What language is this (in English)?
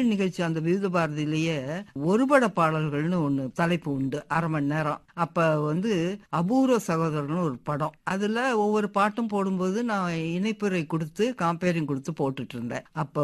Tamil